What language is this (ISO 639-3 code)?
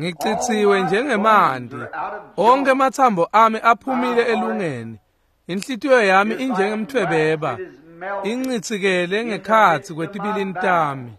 ssw